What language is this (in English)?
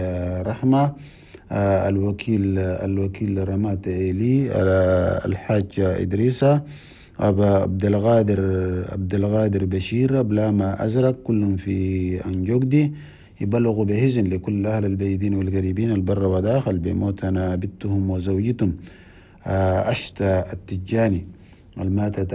Chadian Arabic